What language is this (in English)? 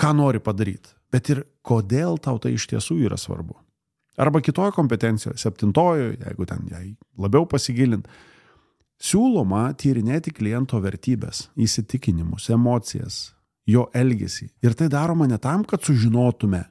Lithuanian